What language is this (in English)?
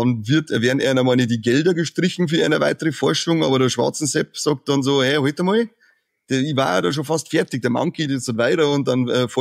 Bavarian